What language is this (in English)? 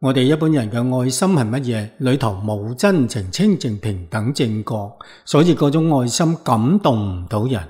Cantonese